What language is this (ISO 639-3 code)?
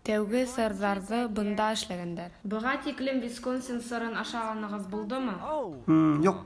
bak